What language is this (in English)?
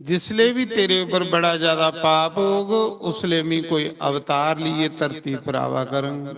Dogri